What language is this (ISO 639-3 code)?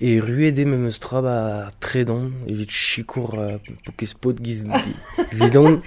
bre